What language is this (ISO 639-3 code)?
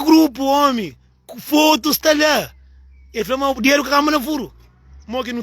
kea